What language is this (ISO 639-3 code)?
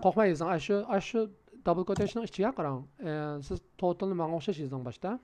uig